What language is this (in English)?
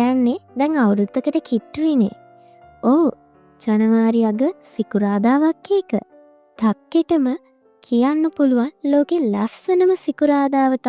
Sinhala